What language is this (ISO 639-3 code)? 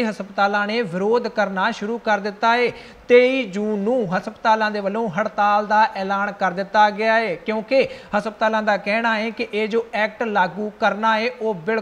pan